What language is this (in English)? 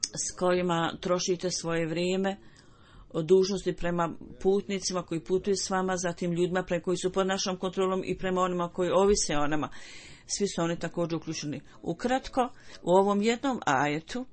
Bosnian